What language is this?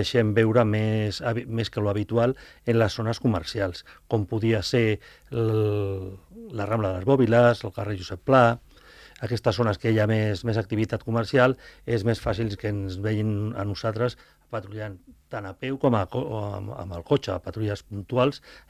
Catalan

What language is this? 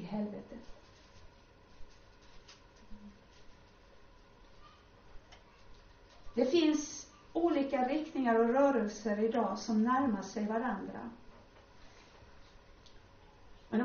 Swedish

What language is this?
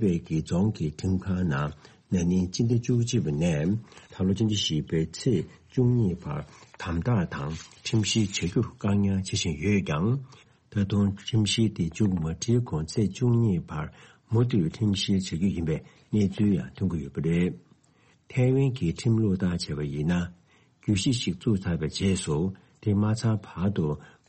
Tibetan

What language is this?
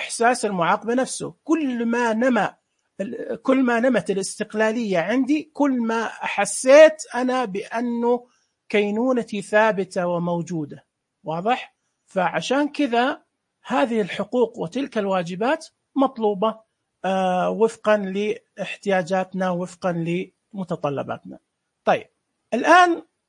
Najdi Arabic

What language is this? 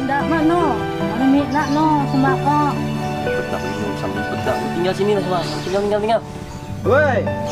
Betawi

